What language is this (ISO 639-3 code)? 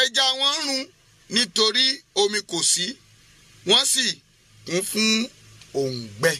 yor